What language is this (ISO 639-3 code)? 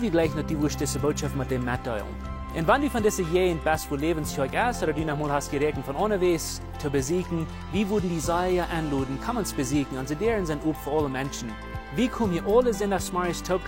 pdt